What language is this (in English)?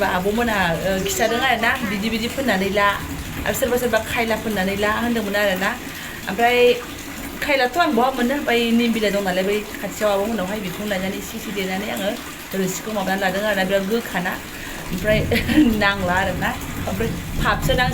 Bodo